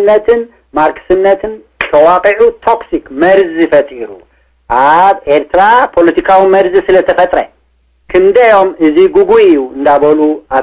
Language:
Tigrinya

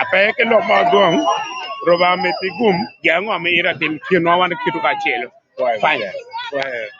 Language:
Acoli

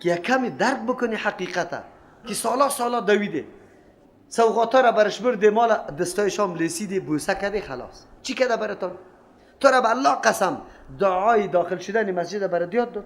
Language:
Persian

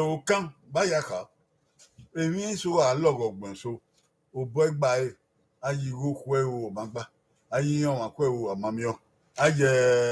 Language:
Bini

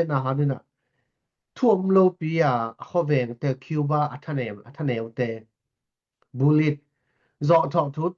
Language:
Tedim Chin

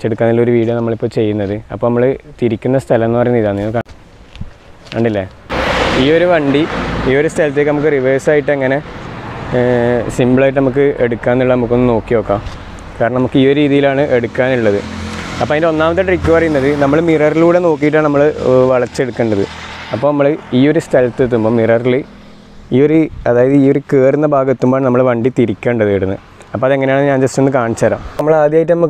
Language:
Malayalam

